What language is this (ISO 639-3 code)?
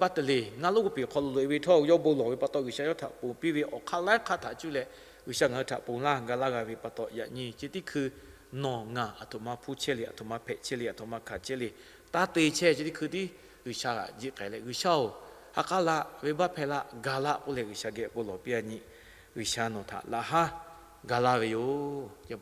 lhu